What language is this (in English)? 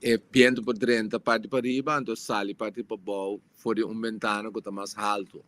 Papiamento